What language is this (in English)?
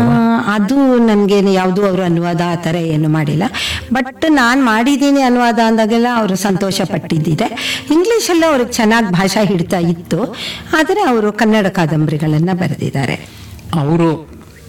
Kannada